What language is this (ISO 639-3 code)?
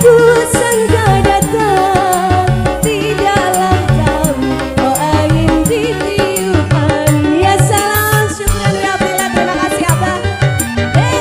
bjn